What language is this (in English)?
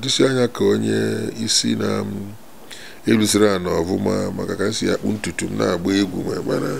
Igbo